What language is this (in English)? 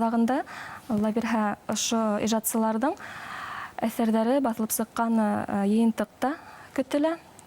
Bashkir